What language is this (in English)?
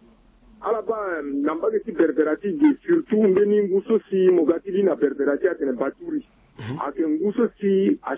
Sango